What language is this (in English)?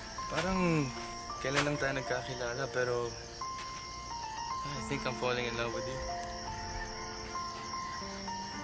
Filipino